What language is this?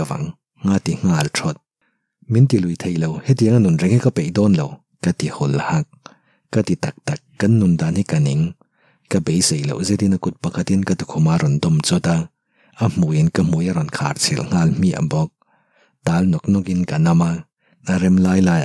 Mizo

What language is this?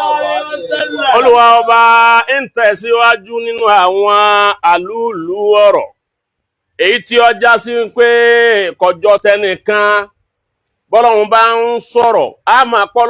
Yoruba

